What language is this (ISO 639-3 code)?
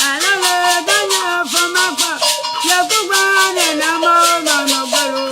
ewe